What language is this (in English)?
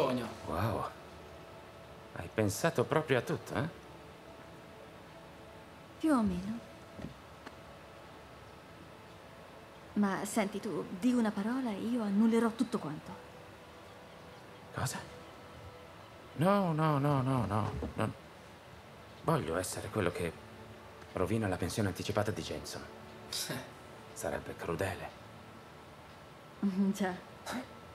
Italian